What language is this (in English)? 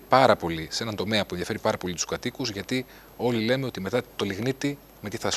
Greek